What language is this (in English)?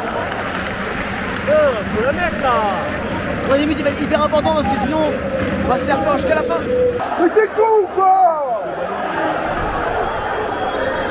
French